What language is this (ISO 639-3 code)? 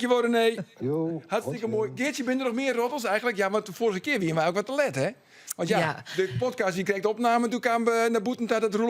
fry